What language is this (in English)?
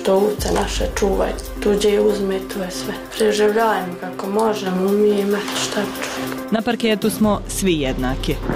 Bosnian